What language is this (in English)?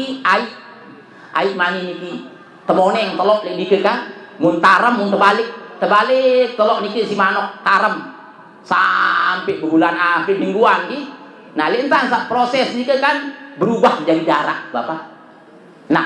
Sasak